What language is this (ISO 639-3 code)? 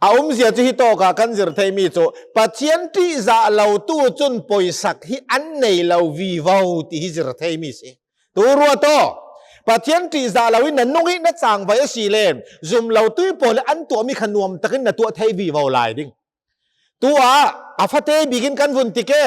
cnh